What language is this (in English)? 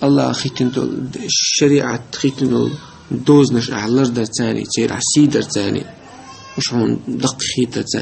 Chechen